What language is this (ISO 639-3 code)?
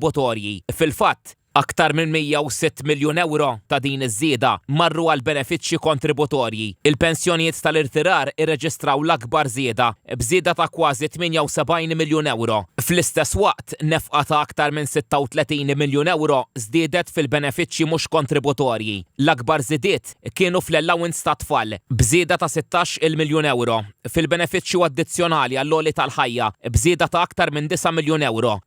mlt